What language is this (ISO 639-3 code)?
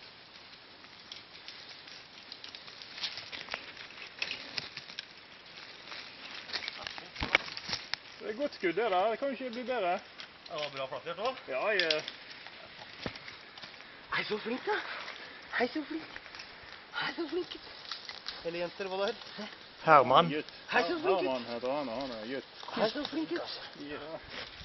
nor